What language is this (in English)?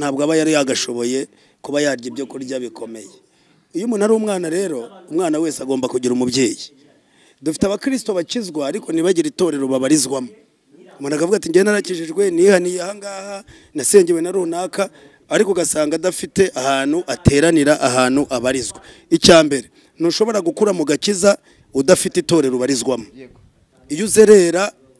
Kinyarwanda